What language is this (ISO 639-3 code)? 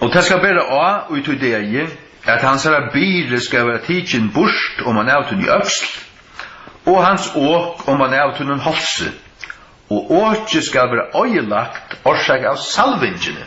fao